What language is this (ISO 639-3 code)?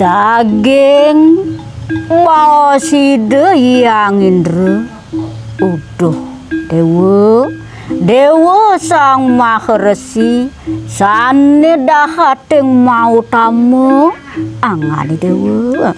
ban